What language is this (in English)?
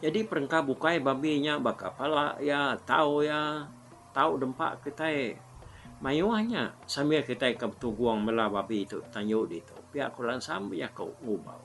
Iban